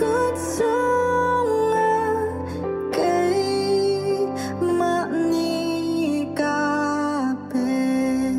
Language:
Hakha Chin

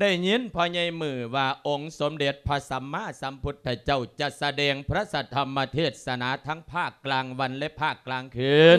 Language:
Lao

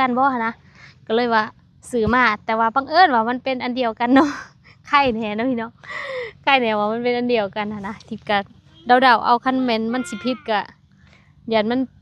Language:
Lao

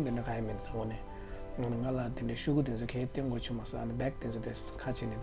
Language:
Tibetan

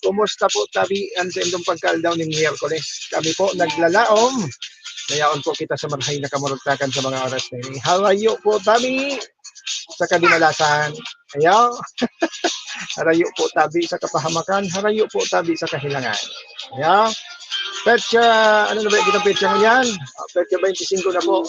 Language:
Bikol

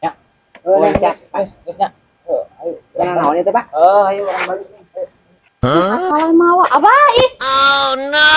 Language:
Sundanese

